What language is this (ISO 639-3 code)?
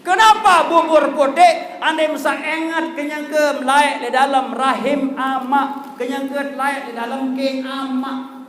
sas